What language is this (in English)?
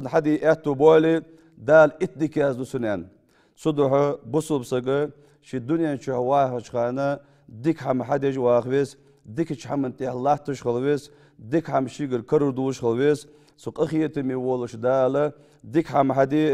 Ingush